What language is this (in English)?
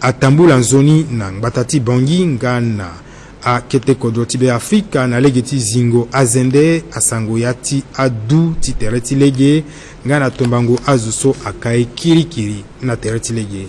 Sango